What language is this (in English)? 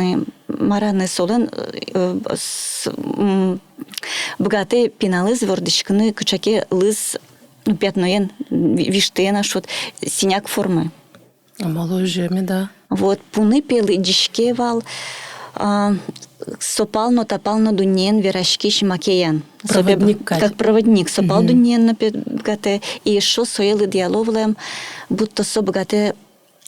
Udmurt